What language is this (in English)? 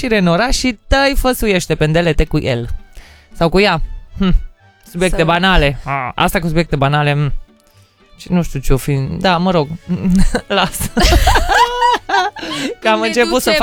Romanian